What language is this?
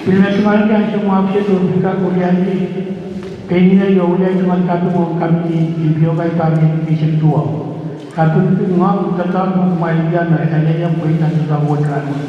Pohnpeian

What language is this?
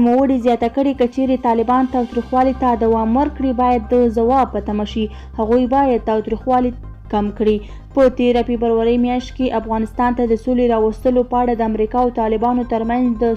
Pashto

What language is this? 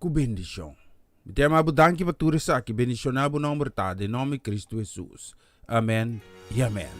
Papiamento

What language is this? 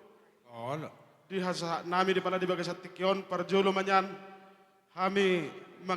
Batak Toba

